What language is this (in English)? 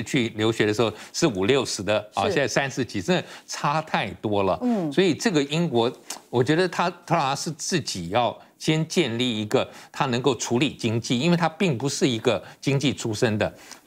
Chinese